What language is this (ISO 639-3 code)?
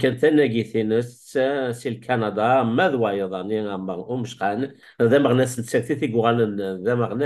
kab